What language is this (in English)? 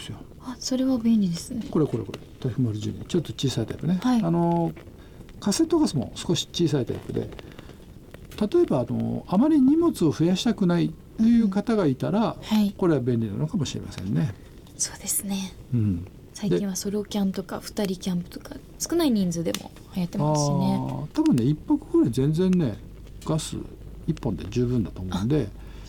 Japanese